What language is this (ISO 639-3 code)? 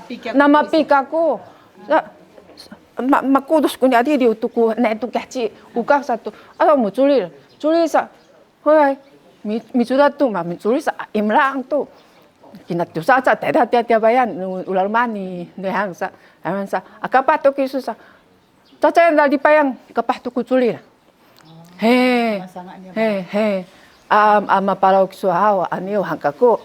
szy